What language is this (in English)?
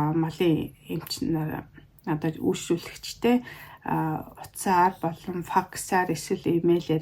Mongolian